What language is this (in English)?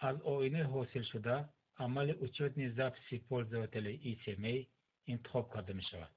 Tajik